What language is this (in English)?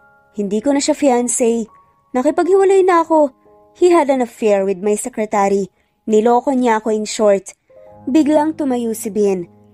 Filipino